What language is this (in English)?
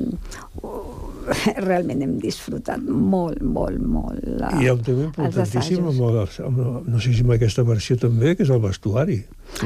Catalan